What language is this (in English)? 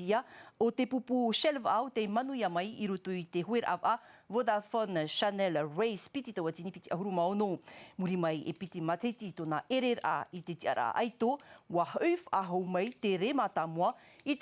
Tahitian